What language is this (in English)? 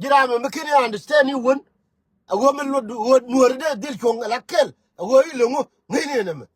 Nuer